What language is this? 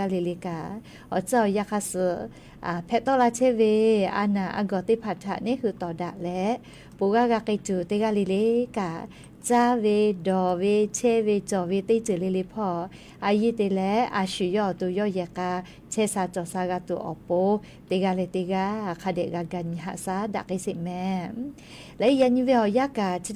Lahu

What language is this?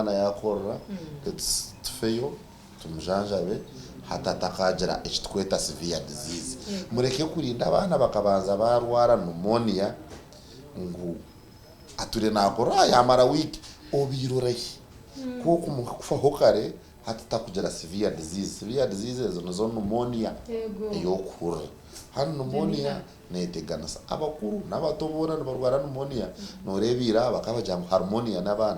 Nyankole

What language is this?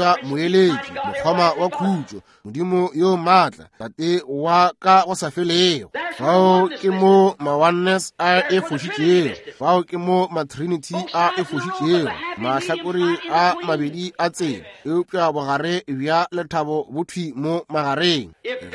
Northern Sotho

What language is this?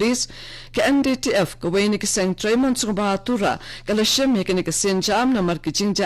Khasi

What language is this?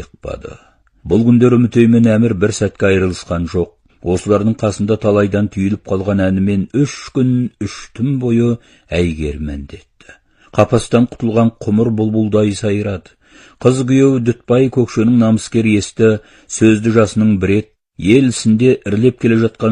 Kazakh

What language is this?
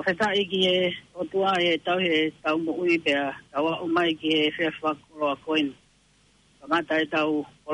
Tongan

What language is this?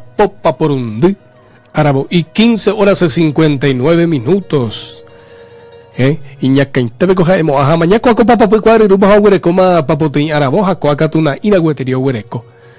Guarani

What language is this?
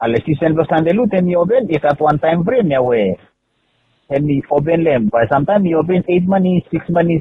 Bislama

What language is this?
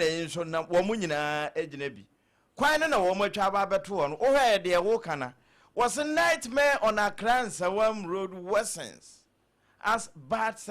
Akan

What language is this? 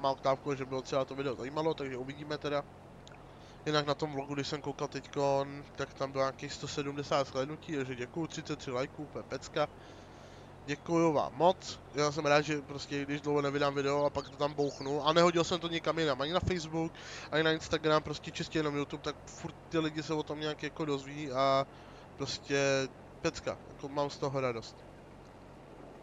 Czech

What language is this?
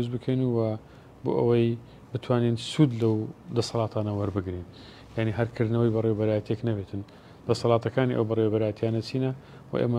Central Kurdish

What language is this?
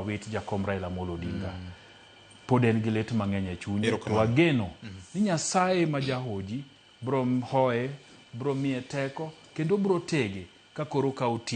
Luo (Kenya and Tanzania)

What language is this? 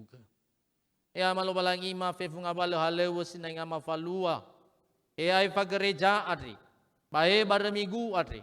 Nias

